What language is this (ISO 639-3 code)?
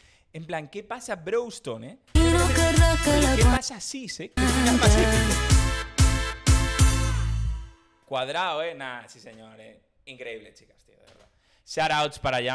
spa